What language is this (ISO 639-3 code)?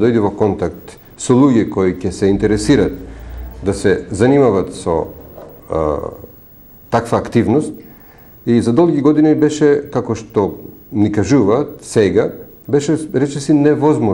mkd